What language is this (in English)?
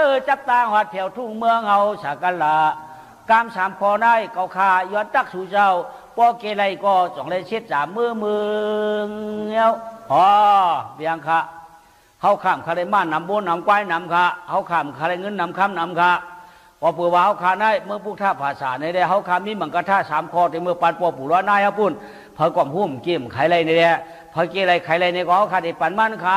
Shan